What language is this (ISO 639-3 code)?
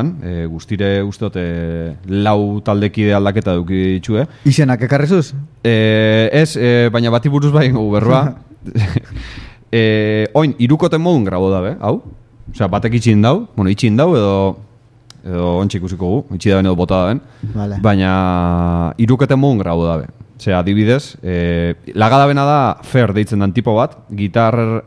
eus